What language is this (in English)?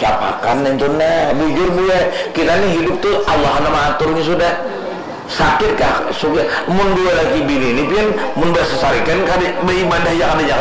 Banjar